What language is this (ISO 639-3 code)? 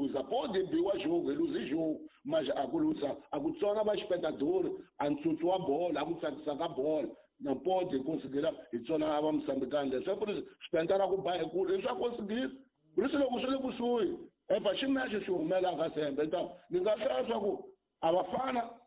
tso